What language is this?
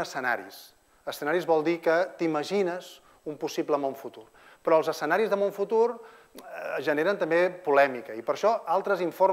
Catalan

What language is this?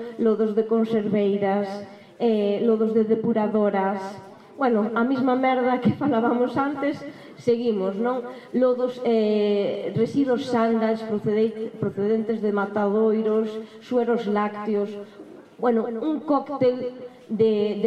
Galician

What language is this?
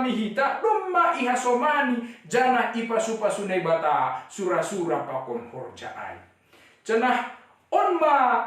Batak Simalungun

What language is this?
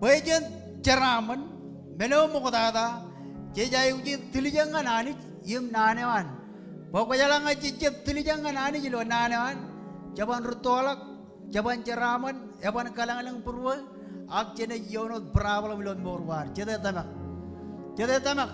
Marshallese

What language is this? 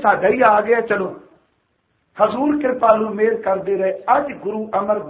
Punjabi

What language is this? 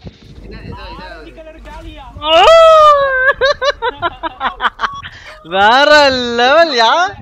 Tamil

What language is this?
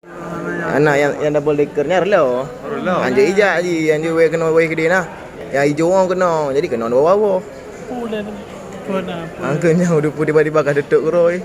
Achinese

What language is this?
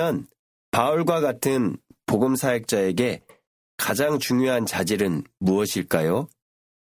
Korean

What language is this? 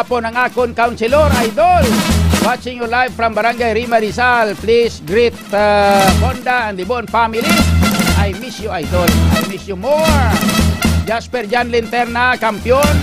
Hiligaynon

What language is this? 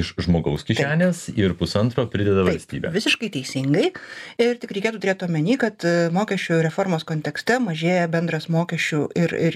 Lithuanian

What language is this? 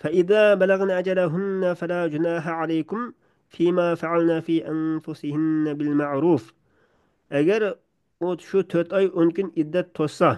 Uyghur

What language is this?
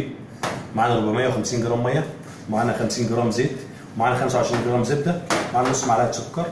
Egyptian Arabic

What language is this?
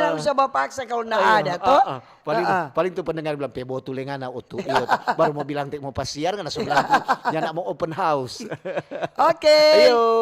Manado Malay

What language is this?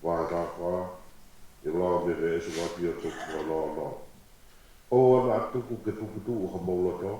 Tongan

